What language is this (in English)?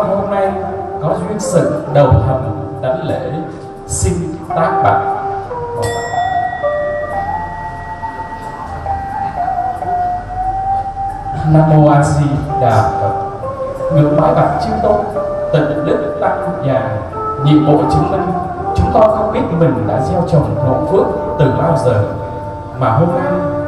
Vietnamese